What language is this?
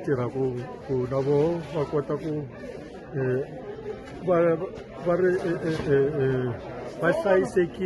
Tsonga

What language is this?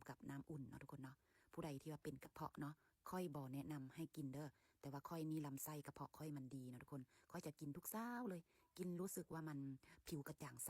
Lao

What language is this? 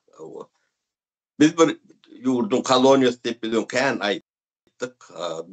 Turkmen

